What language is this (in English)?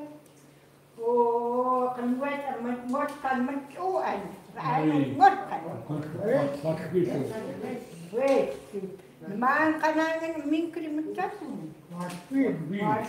Chukot